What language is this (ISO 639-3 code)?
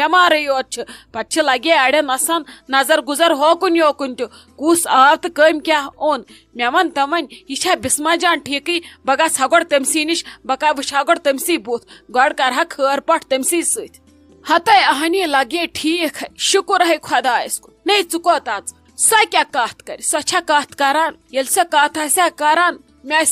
kas